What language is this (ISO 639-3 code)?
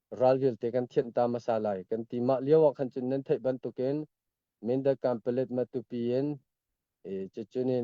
cnh